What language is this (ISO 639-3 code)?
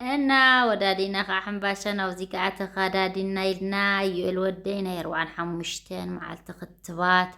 tir